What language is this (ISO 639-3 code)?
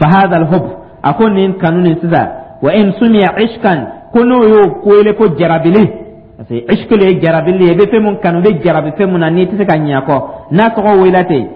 dyu